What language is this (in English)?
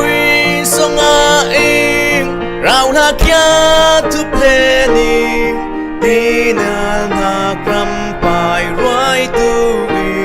Falam Chin